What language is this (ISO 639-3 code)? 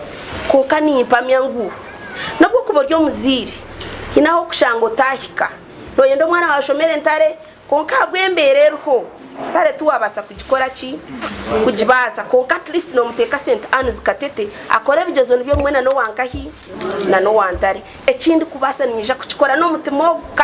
nyn